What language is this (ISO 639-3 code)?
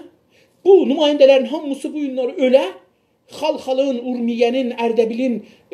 azb